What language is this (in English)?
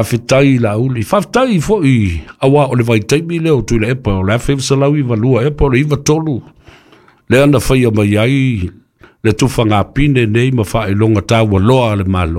Samoan